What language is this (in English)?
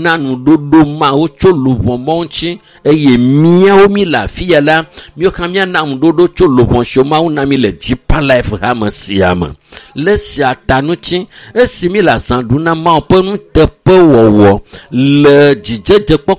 Ewe